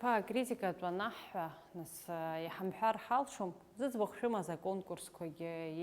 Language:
Abkhazian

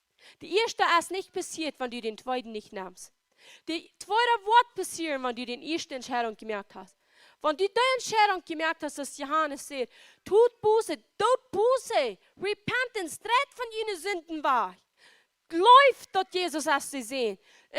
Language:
Plautdietsch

